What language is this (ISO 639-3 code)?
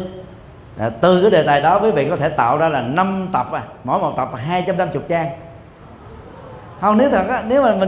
vie